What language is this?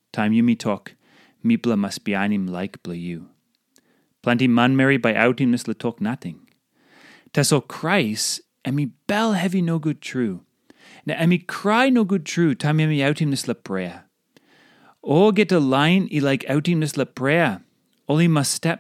Tok Pisin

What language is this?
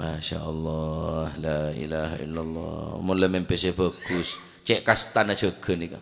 Madurese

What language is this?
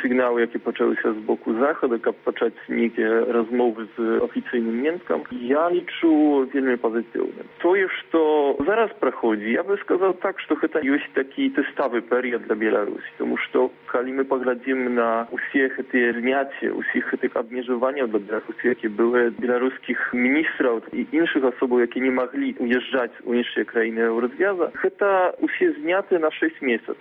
Belarusian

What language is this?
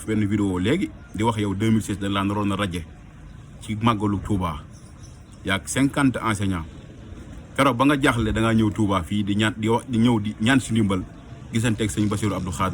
Wolof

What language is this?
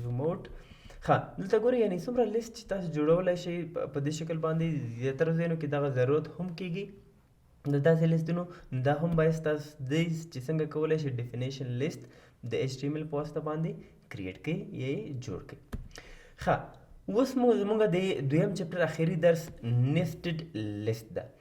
Pashto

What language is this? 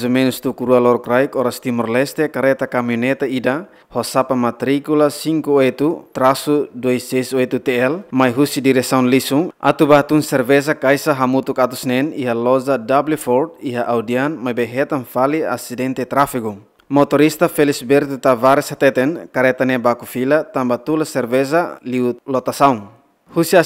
Tetum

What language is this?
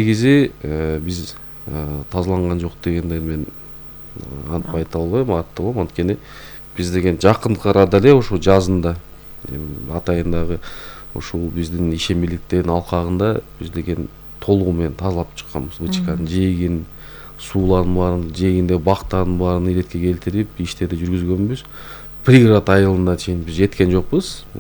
Kyrgyz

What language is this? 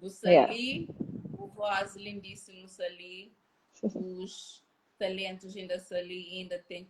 Kabuverdianu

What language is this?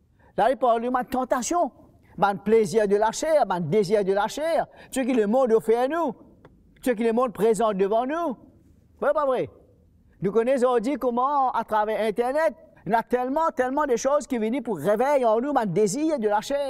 Morisyen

